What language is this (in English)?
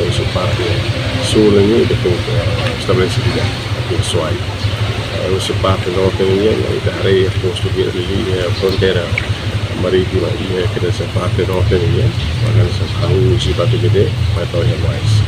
Tetum